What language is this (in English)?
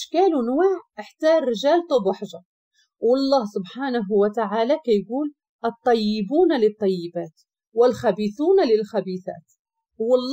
Moroccan Arabic